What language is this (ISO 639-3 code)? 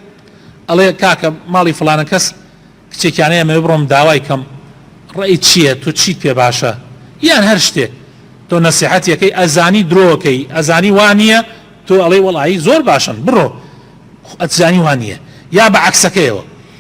ckb